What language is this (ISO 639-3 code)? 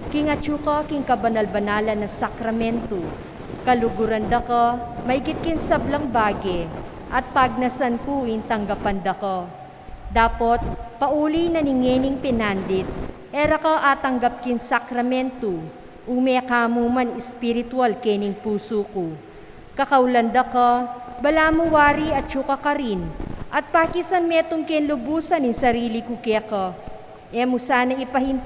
pam